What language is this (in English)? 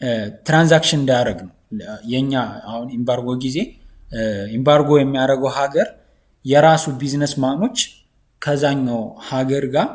Amharic